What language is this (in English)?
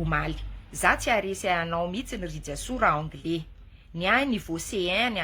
Malagasy